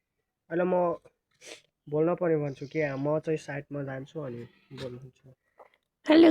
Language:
Nepali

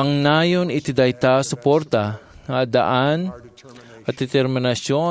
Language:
Iloko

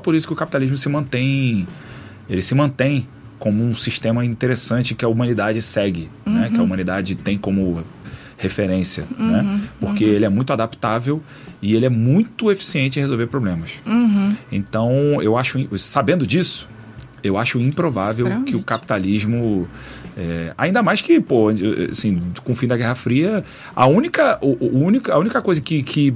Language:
Portuguese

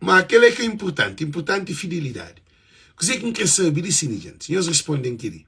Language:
Kabuverdianu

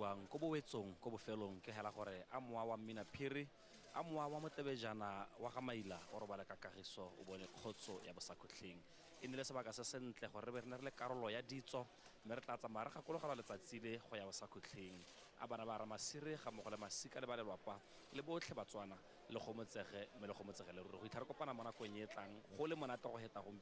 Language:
Tswana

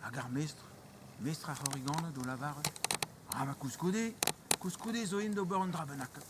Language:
Breton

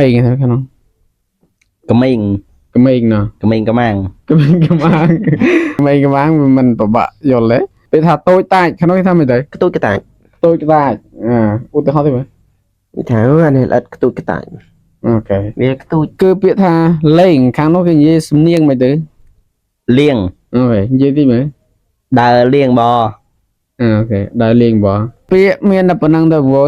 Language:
Khmer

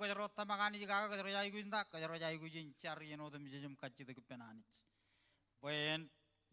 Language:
Marshallese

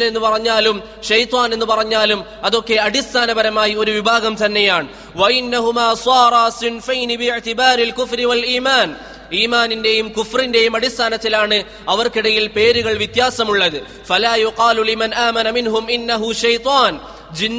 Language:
Malayalam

